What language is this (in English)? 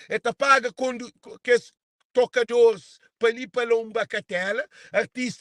Kabuverdianu